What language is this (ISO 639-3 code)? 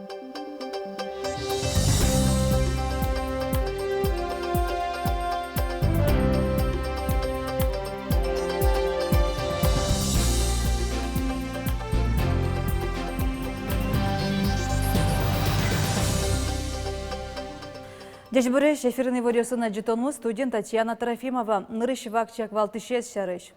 udm